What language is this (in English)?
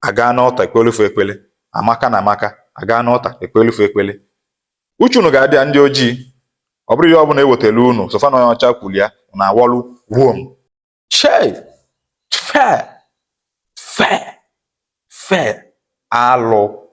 Igbo